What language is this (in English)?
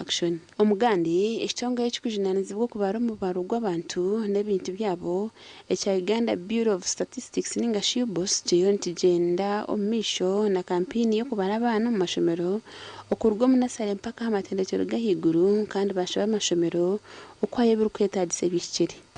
Nyankole